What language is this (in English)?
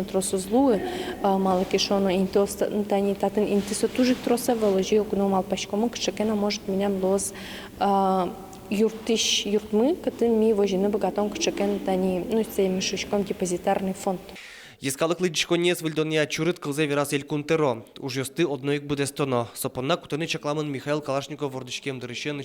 Udmurt